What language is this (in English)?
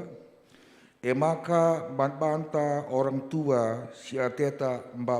Batak Karo